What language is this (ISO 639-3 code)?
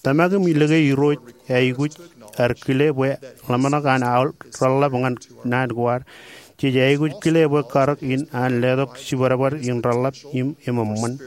mah